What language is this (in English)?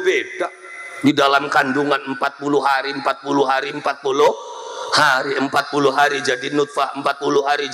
Javanese